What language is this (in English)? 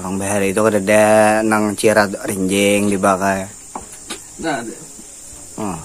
Banjar